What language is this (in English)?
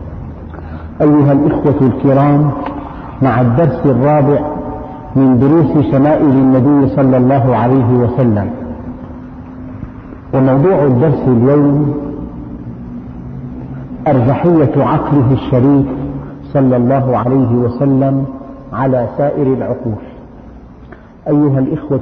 Arabic